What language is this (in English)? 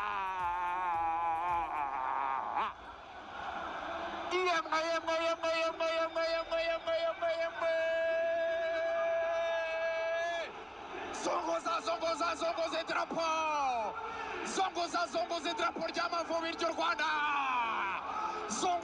Kinyarwanda